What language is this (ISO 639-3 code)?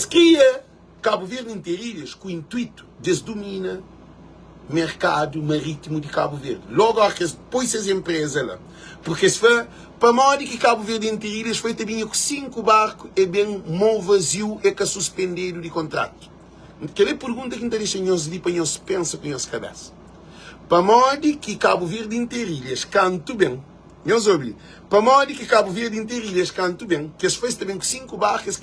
kea